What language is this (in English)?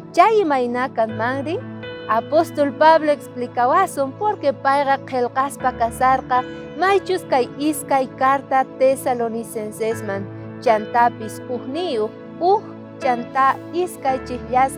South Bolivian Quechua